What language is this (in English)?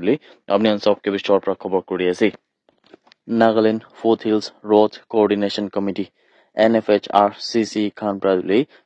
Naga Pidgin